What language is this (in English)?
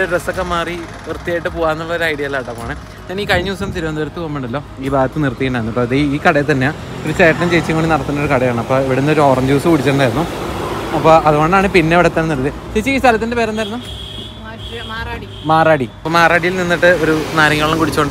Malayalam